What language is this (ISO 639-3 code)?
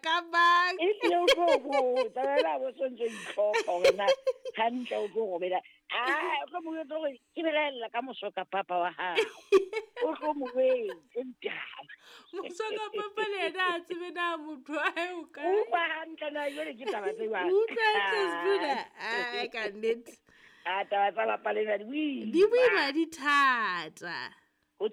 sot